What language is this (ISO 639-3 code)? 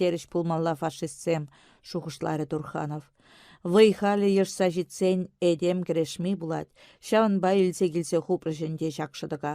chv